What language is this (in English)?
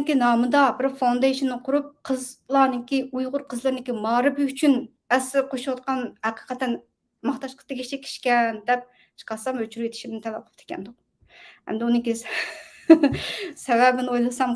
Uyghur